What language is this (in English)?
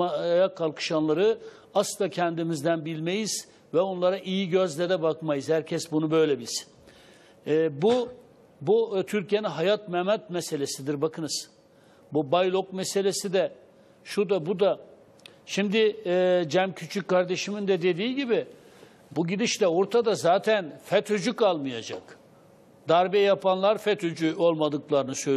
Turkish